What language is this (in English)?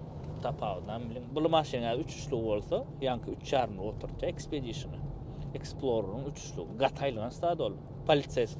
Turkmen